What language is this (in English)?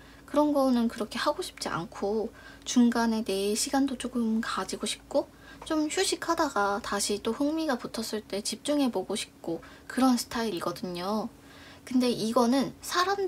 Korean